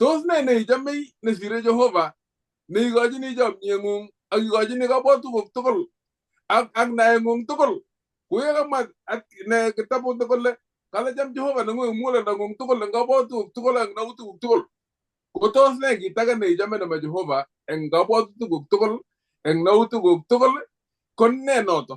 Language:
Kalenjin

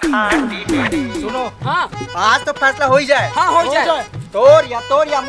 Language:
Chhattisgarhi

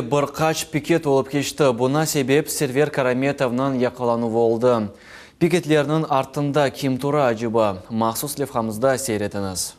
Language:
Crimean Tatar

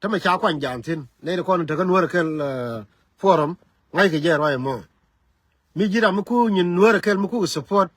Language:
Nuer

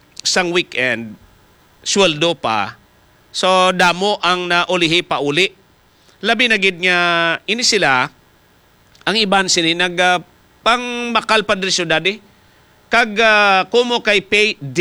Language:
Hiligaynon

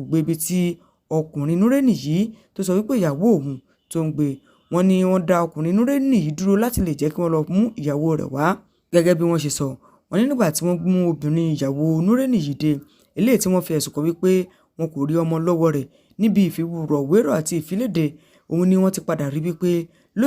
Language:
Yoruba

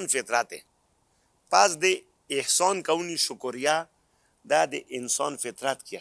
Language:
Pashto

